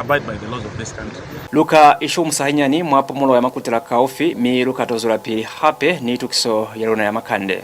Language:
Lozi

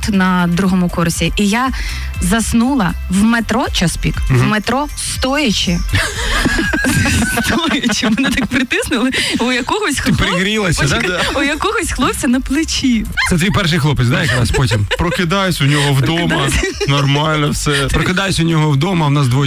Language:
Ukrainian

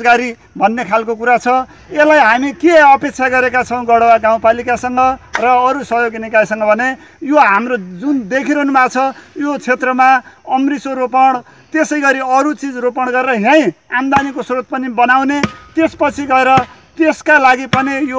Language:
Nepali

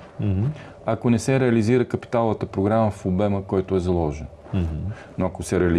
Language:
Bulgarian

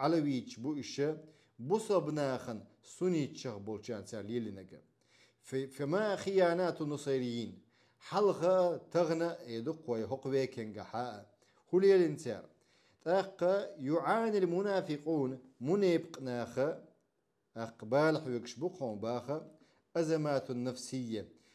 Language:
Chechen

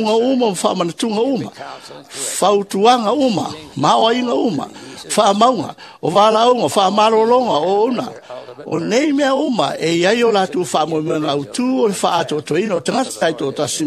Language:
Samoan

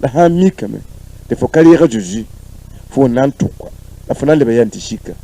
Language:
Mossi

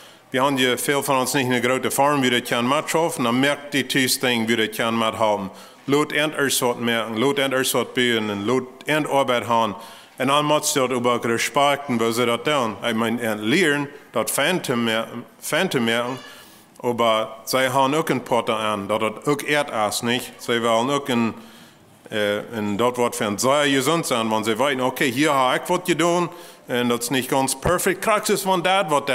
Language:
Plautdietsch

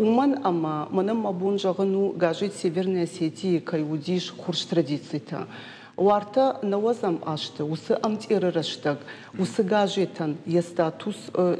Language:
Ossetic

